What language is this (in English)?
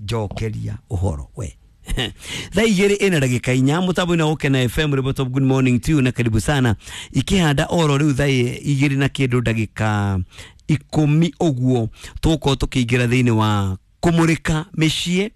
Kikuyu